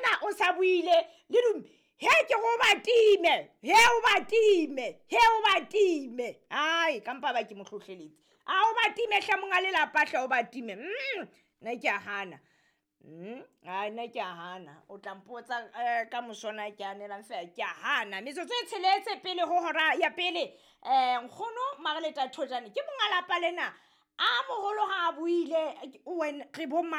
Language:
Southern Sotho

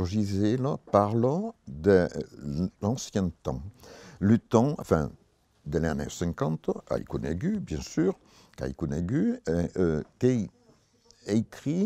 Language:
Occitan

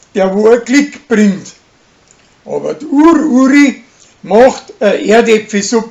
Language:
Bavarian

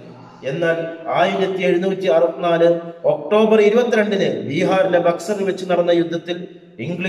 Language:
Malayalam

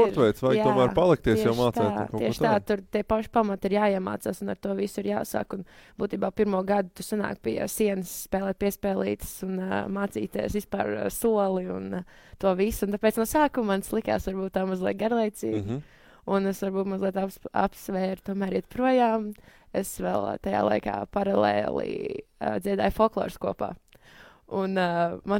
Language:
Latvian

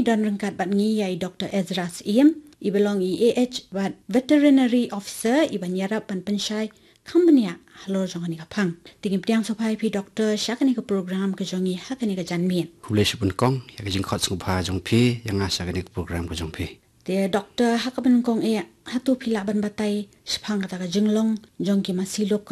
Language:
Khasi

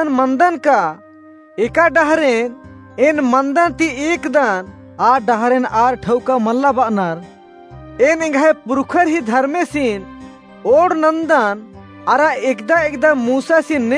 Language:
Kurukh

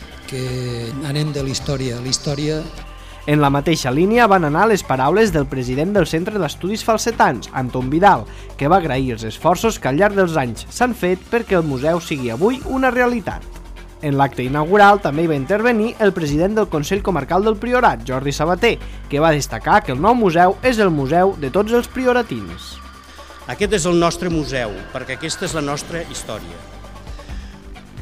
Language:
Catalan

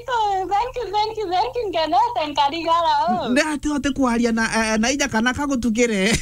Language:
Meru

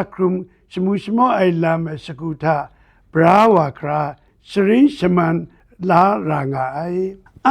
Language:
Kachin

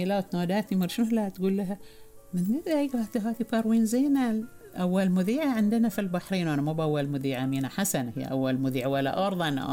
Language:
Gulf Arabic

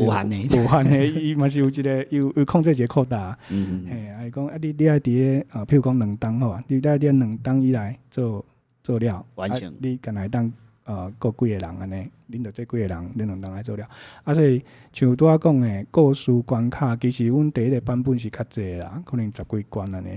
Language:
Min Nan Chinese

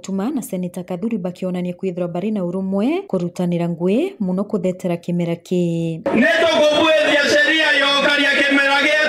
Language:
Meru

